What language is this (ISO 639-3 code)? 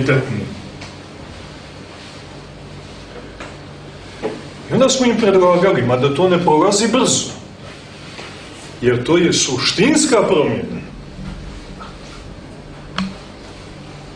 srp